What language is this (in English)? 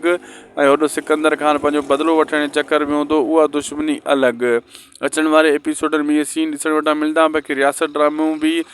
Sindhi